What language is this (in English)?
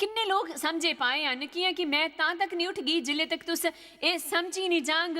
Dogri